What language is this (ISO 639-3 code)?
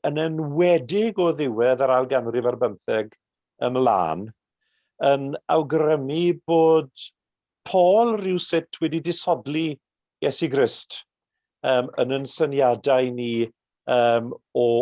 cym